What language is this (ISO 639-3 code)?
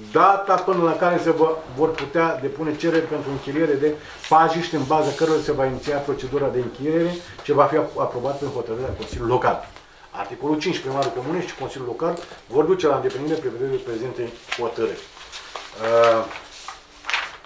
ron